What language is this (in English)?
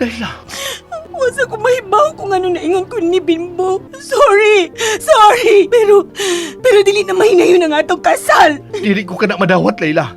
Cebuano